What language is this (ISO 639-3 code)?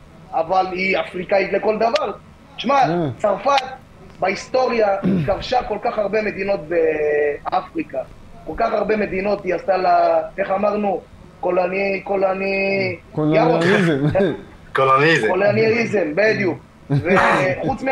heb